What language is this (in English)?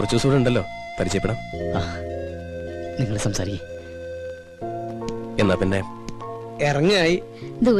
Malayalam